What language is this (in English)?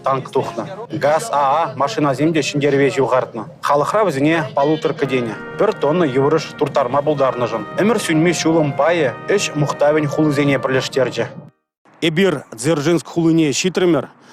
Chuvash